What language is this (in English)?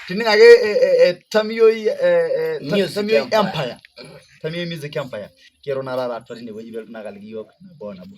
Masai